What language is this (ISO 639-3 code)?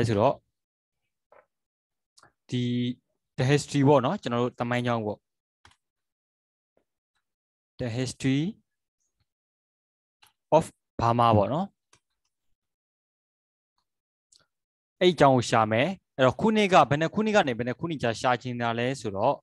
mya